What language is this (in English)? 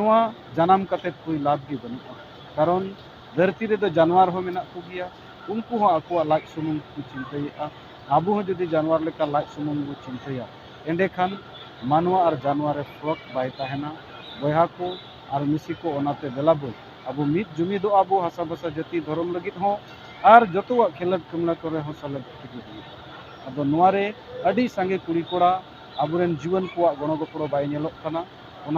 Santali